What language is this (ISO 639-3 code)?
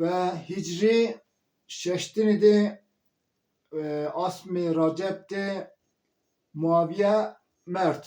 zza